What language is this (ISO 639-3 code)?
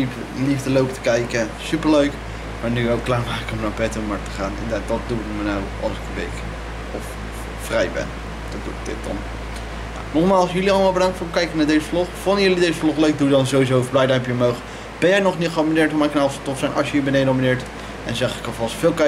nld